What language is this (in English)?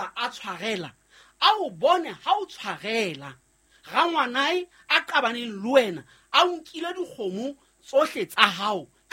Southern Sotho